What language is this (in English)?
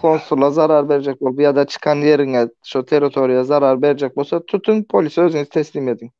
Turkmen